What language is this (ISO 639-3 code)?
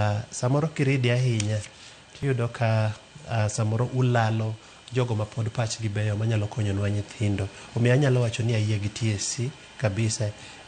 luo